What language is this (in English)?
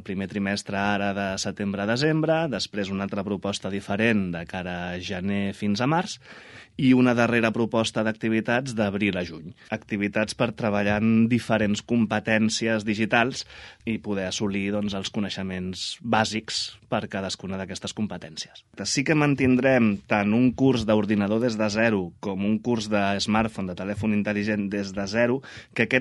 Catalan